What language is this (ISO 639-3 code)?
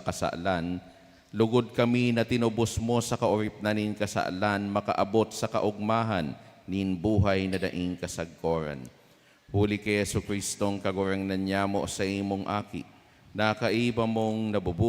bik